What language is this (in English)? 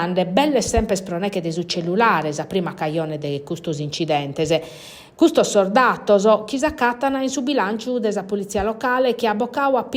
Sardinian